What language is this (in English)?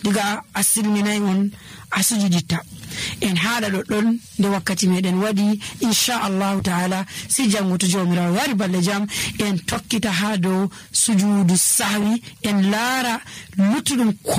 Nigerian Fulfulde